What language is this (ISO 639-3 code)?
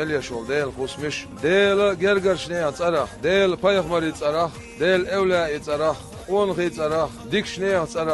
che